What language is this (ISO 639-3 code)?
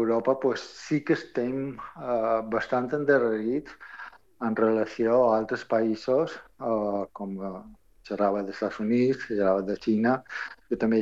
cat